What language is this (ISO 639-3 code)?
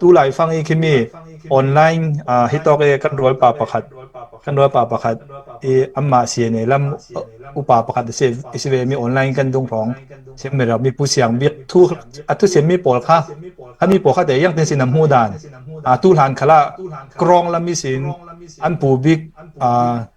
cfm